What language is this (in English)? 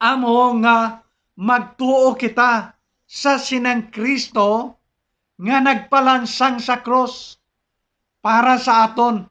Hiligaynon